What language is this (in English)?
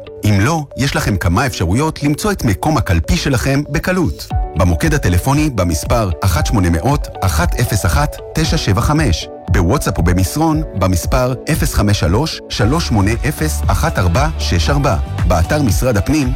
Hebrew